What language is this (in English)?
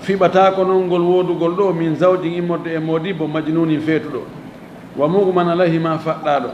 Fula